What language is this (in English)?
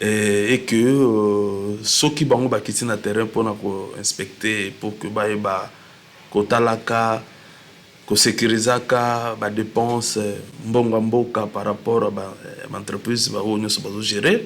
Lingala